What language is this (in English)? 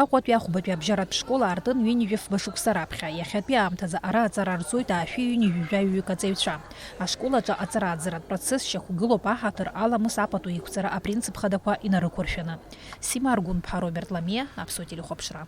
Abkhazian